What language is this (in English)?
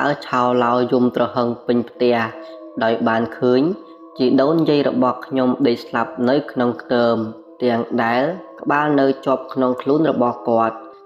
Khmer